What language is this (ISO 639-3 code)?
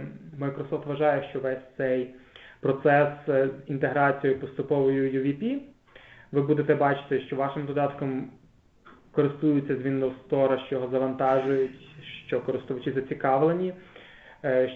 ukr